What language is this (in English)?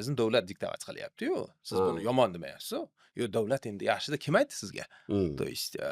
Uzbek